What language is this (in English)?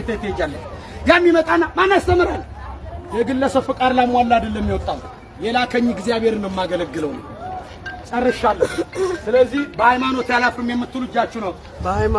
Amharic